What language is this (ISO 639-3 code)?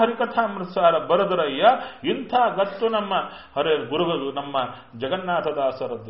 kan